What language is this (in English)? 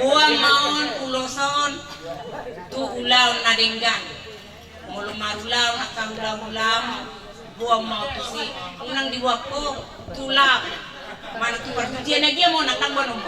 Batak Toba